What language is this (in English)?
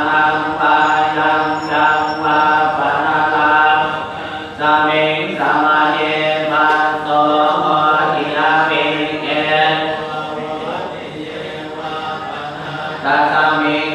Pali